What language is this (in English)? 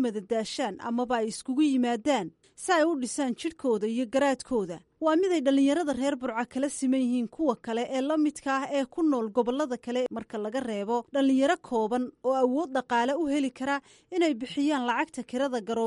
Somali